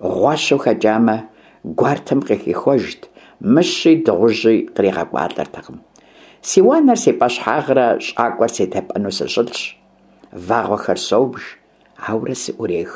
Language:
Kabardian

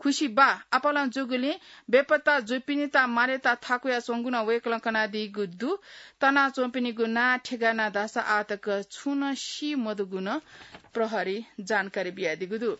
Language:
Newari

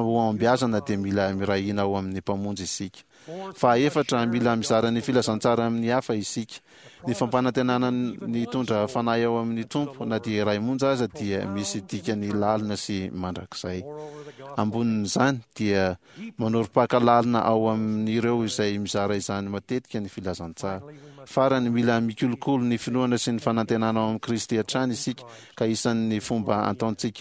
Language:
Malagasy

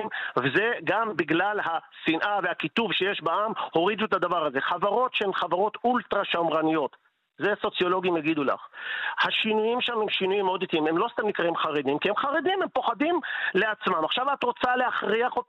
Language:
Hebrew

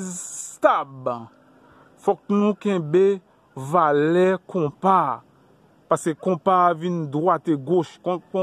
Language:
Haitian Creole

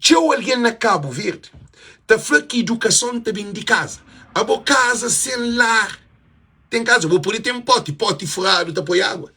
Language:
Kabuverdianu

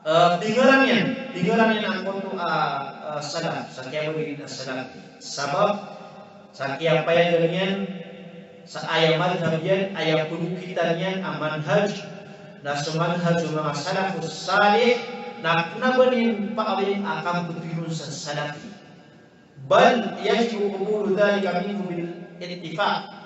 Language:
Maranao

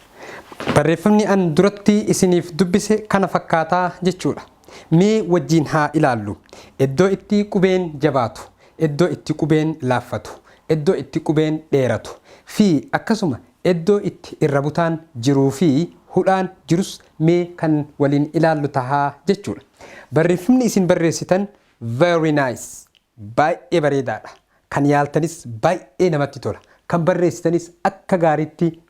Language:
Oromo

